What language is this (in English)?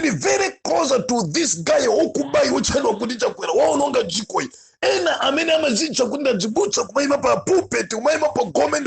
Nyanja